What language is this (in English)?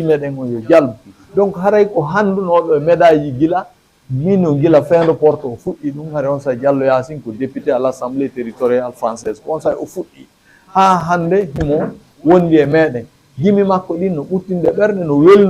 Fula